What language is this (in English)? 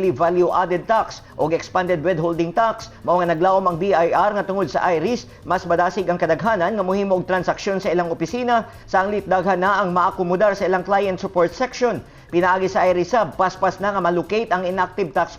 Cebuano